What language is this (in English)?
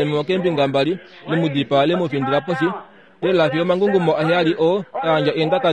Kuanyama